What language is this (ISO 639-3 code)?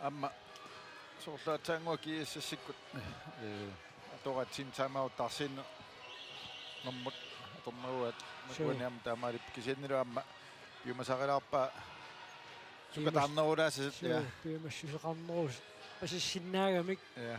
kal